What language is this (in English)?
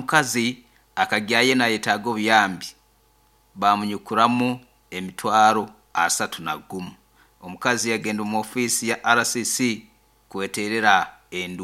Nyoro